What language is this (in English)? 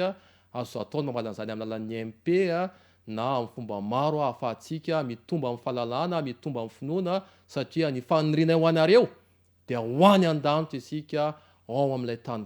Malagasy